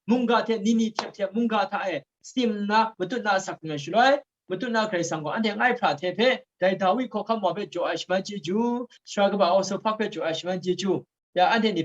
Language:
Kachin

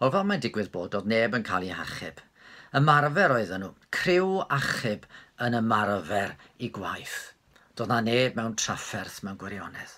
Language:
Welsh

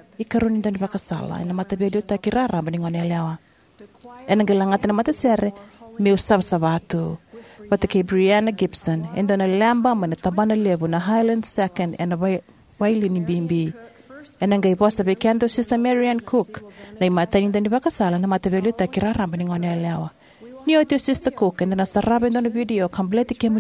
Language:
Fijian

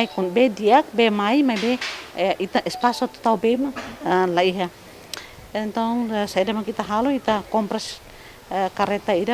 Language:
Tetum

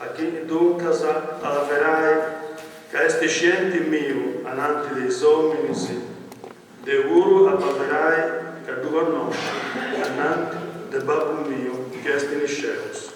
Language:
Sardinian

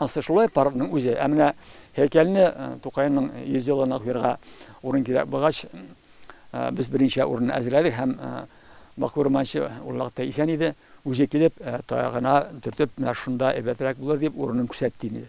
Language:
Tatar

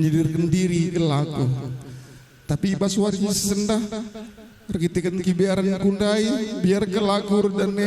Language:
Batak Karo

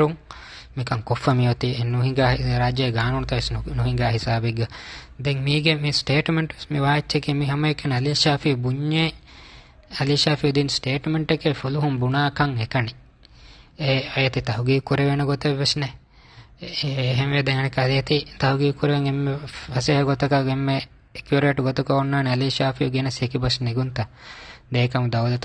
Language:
Divehi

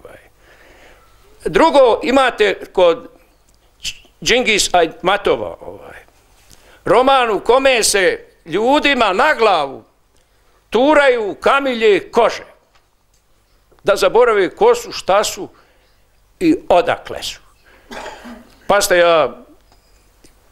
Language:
Bosnian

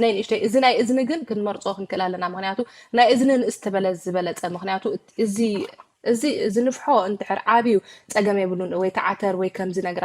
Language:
Tigrinya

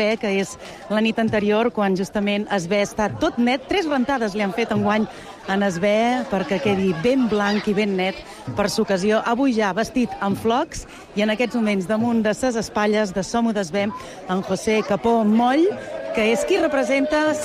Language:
Catalan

